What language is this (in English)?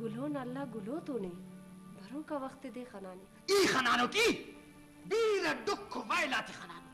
Brahui